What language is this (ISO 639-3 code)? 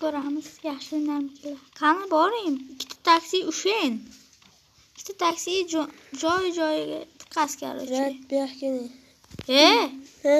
uzb